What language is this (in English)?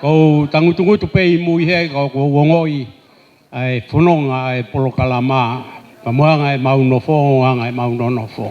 Tongan